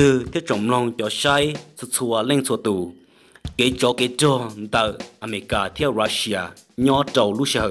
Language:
Hmong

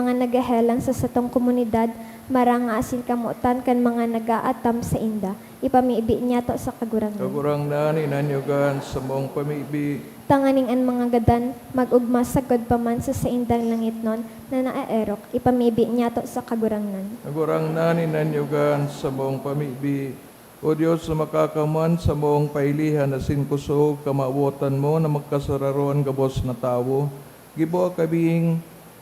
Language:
Bikol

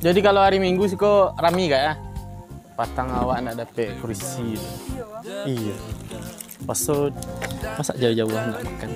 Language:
Minangkabau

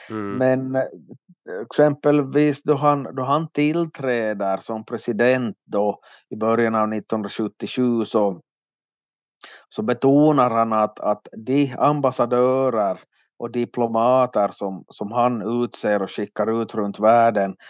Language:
Swedish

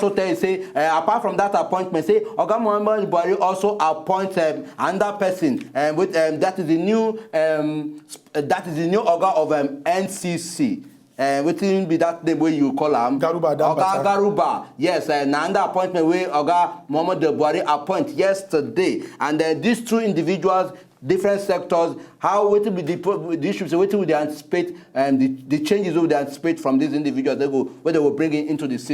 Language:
Nigerian Pidgin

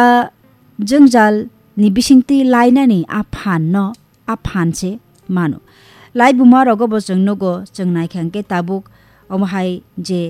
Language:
Kok Borok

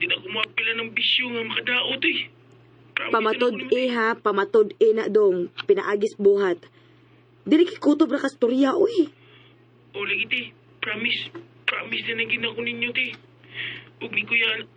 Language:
Cebuano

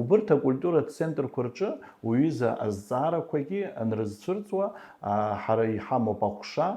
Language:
Abkhazian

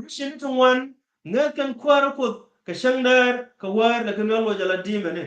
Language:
Nuer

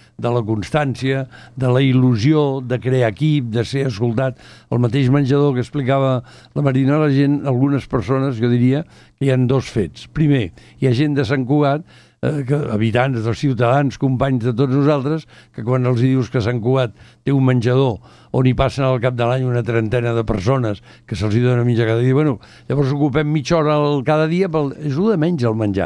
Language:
Catalan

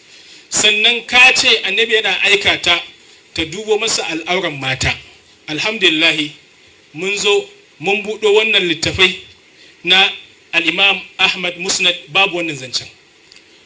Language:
Hausa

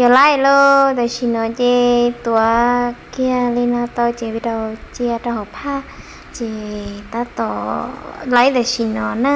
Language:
Hmong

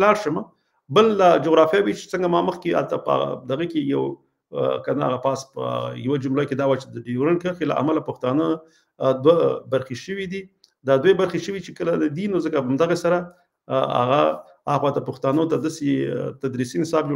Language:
Pashto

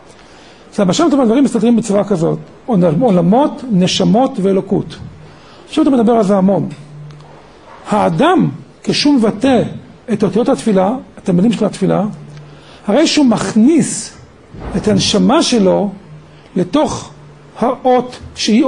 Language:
Hebrew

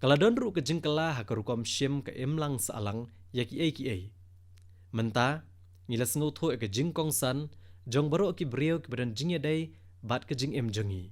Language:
Khasi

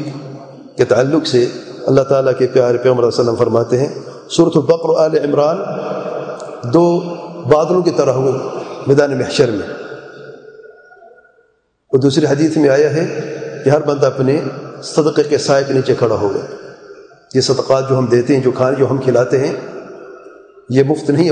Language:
Urdu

